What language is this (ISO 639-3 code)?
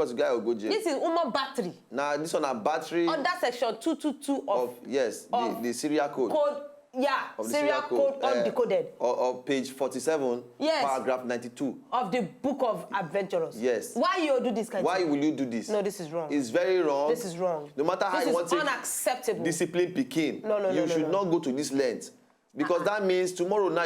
pcm